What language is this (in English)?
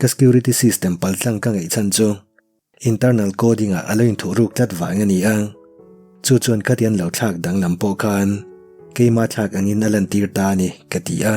Mizo